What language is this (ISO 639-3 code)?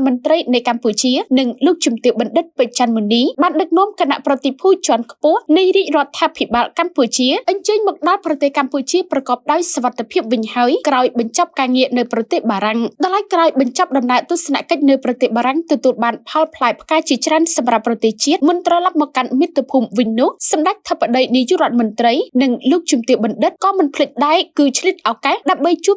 khm